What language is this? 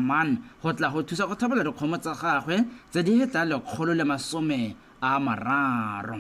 Tswana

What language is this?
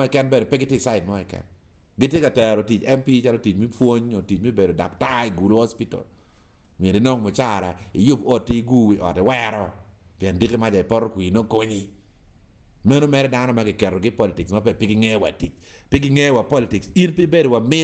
Acoli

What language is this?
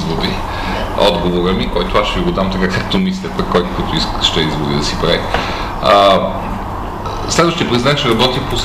Bulgarian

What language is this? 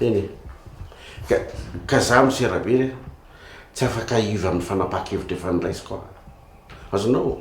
Malagasy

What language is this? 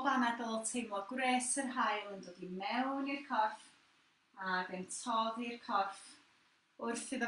Welsh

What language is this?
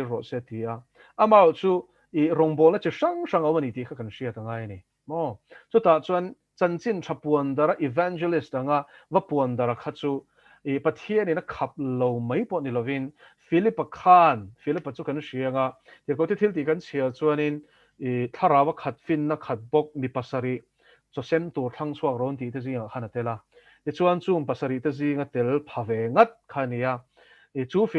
Mizo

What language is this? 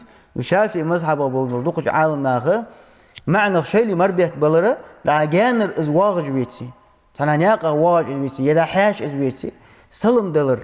Ingush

